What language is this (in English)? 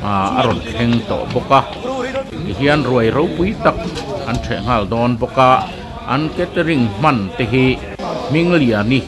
Mizo